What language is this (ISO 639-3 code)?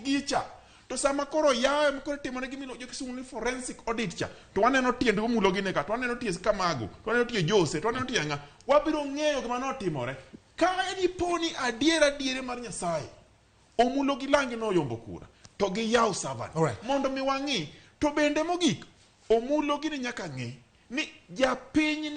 luo